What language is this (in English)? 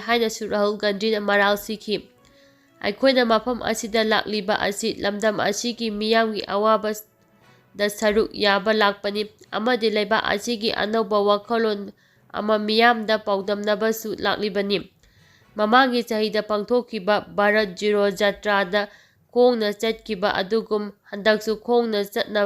Manipuri